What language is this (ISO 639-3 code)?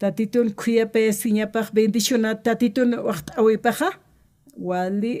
aym